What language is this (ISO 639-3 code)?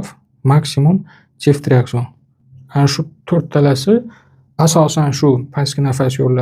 uzb